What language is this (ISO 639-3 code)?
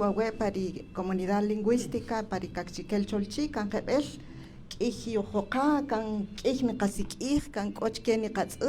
cak